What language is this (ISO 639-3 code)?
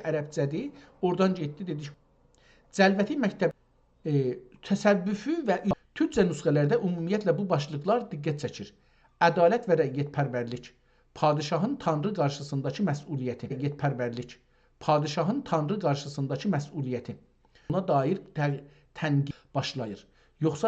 azb